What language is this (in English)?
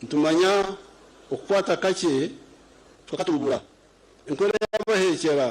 Nyankole